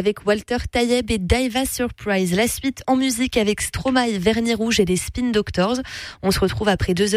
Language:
French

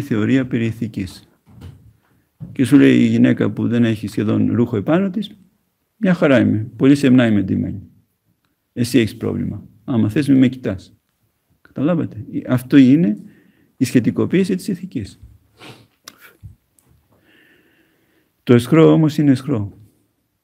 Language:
Greek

